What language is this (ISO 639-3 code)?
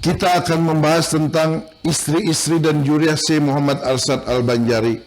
bjn